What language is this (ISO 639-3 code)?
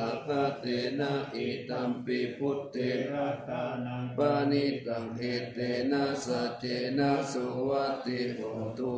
pli